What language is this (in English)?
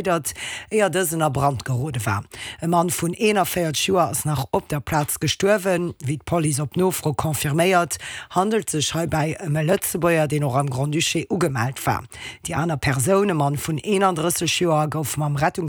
Luxembourgish